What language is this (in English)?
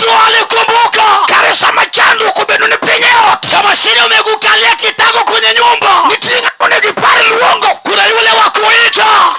Luo (Kenya and Tanzania)